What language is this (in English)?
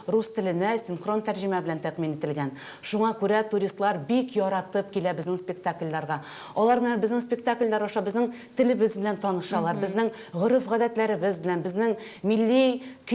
Tatar